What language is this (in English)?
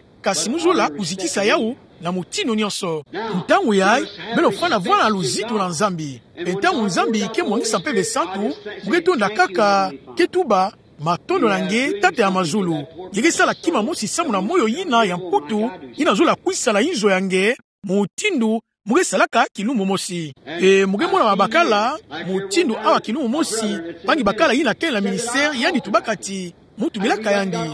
Kituba (Democratic Republic of Congo)